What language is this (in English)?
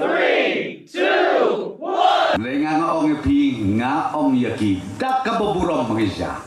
Khasi